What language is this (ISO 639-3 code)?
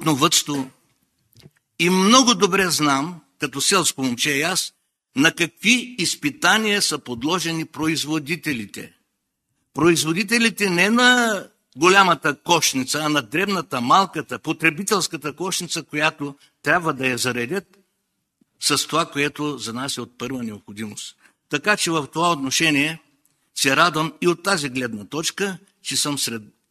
bul